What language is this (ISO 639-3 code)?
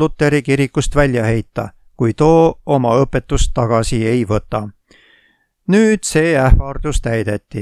est